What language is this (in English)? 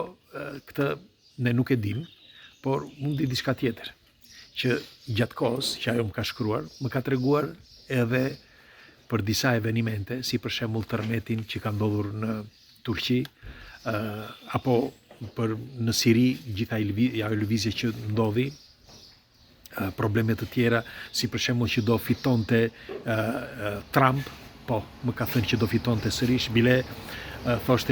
Albanian